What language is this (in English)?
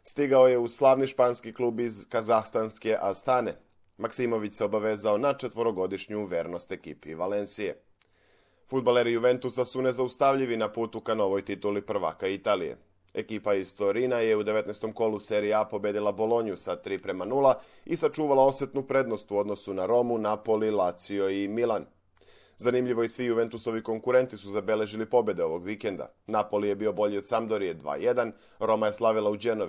Serbian